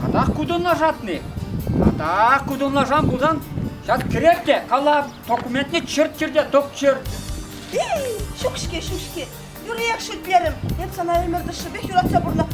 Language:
Chuvash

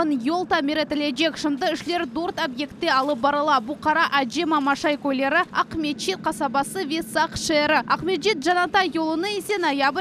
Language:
Crimean Tatar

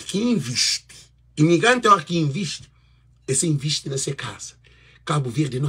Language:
Kabuverdianu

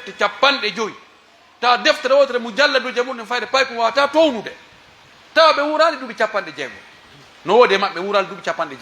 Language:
Pular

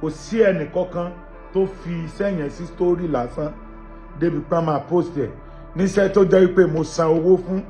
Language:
Yoruba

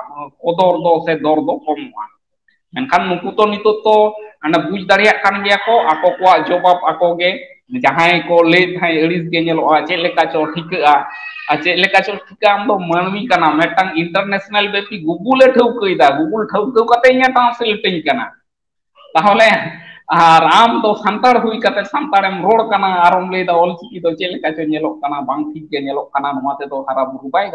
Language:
Santali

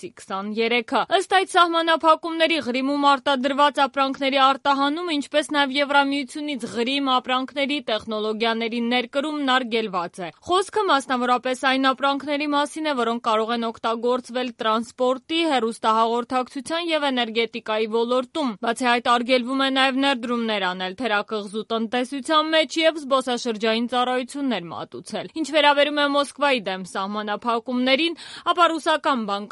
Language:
Armenian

